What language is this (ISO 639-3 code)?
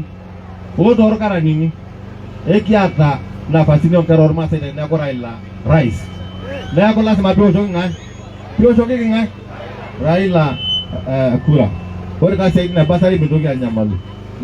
mas